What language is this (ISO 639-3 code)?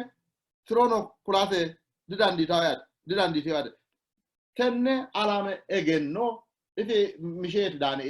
sid